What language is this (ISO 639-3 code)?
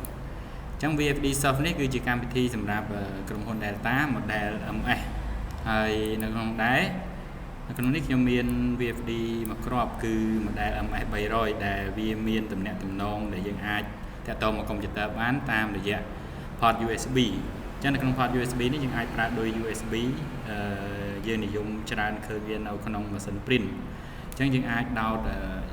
khm